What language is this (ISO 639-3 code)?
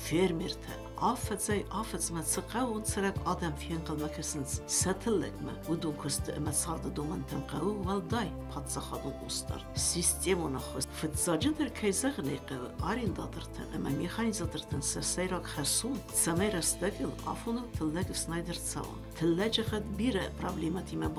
oss